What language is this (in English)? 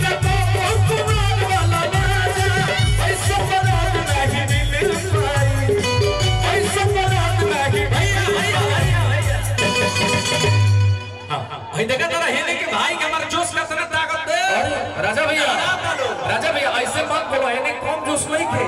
Bhojpuri